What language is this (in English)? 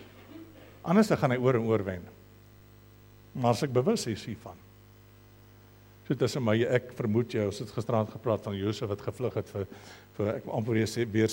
Afrikaans